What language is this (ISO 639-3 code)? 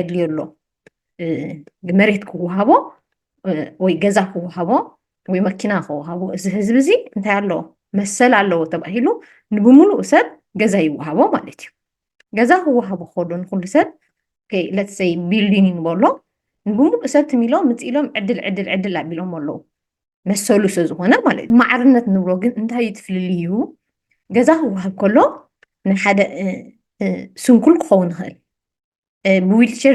tir